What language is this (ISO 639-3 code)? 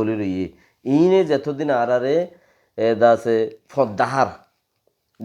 rhg